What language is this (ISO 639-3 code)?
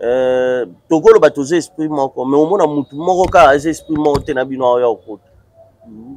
lin